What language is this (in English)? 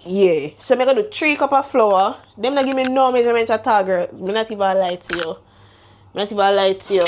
Jamaican Creole English